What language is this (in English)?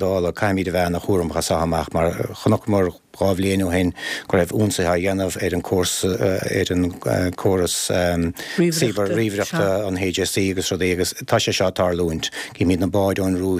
Irish